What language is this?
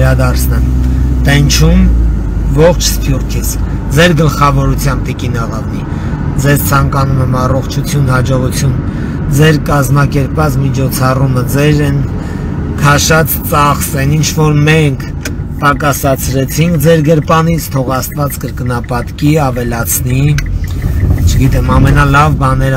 Armenian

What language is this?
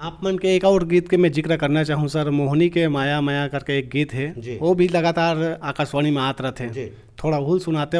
Chhattisgarhi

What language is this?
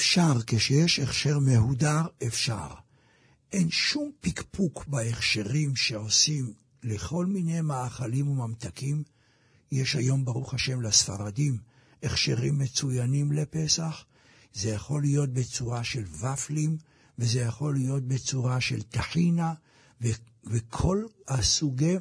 Hebrew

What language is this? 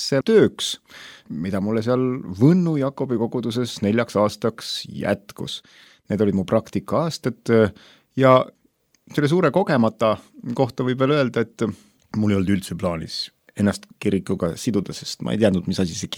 Estonian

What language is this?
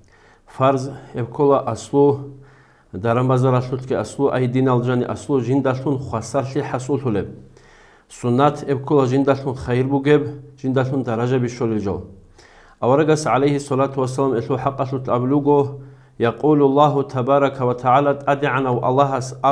Avaric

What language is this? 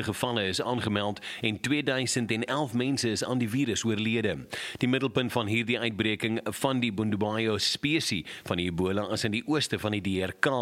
Afrikaans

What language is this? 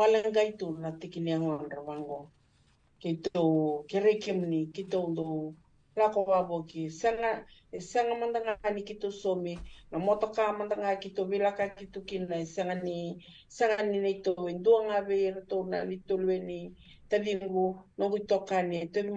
Fijian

